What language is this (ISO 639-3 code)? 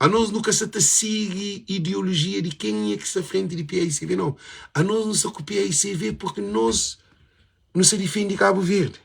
kea